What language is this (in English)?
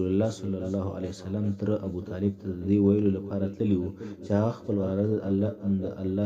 Pashto